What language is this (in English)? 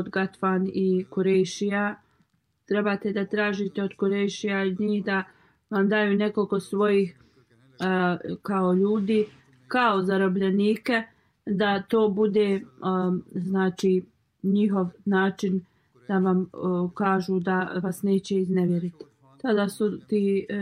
Bosnian